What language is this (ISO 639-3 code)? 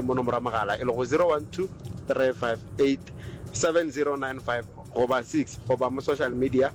nso